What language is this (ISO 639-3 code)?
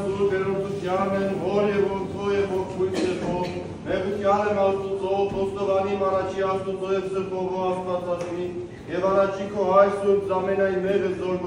hyw